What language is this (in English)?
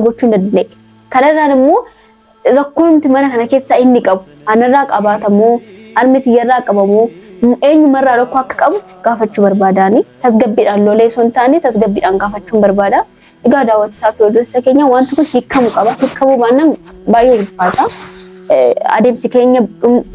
Oromo